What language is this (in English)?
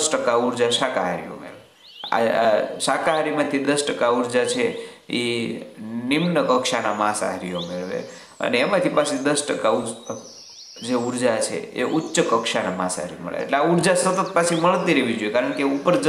Gujarati